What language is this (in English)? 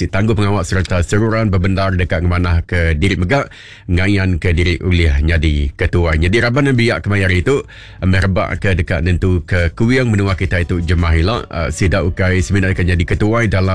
Iban